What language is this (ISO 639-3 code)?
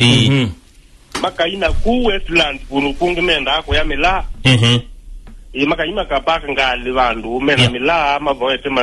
kam